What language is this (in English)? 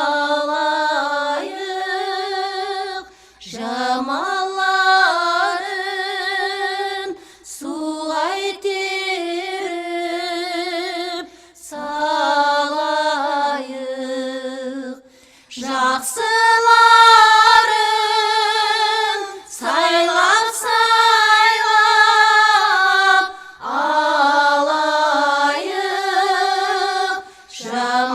Kara-Kalpak